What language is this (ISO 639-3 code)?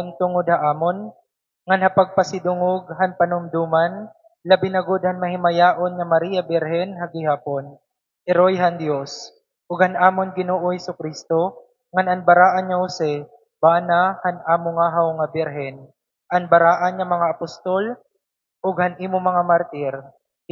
war